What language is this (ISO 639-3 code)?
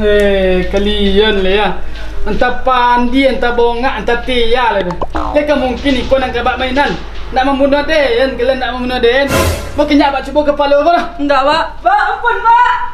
min